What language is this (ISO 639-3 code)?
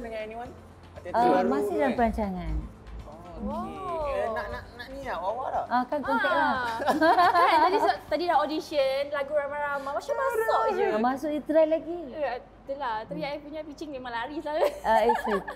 msa